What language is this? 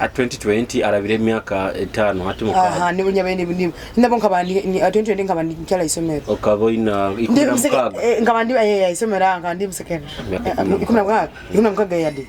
Nyoro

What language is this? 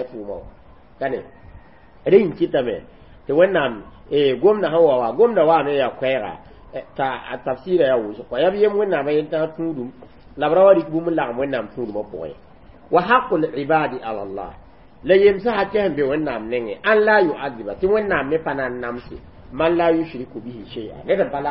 Mossi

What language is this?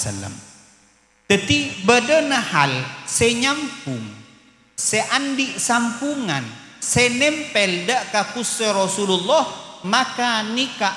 Madurese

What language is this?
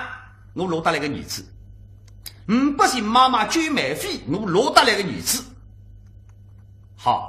Wu Chinese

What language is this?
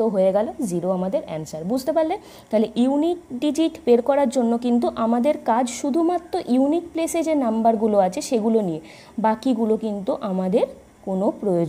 Bangla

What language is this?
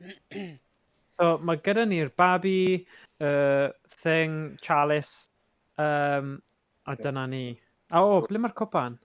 Welsh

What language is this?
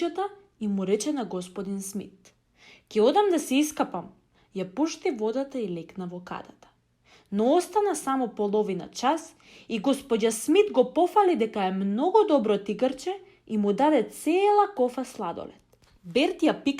Macedonian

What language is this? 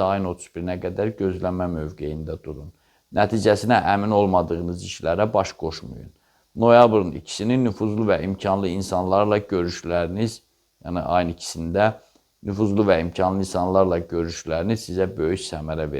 Azerbaijani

